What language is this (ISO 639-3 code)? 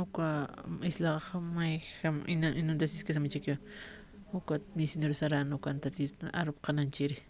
aym